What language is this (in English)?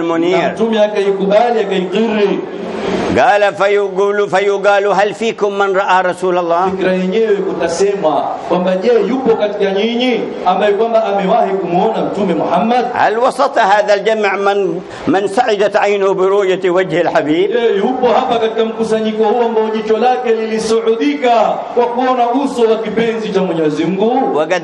Swahili